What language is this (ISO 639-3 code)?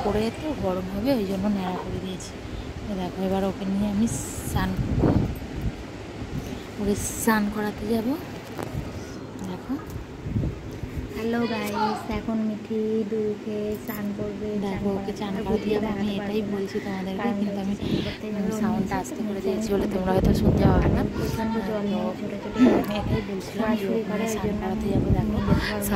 ben